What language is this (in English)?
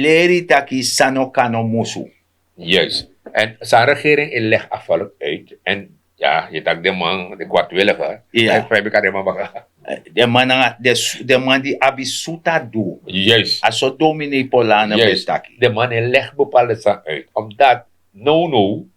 Sranan Tongo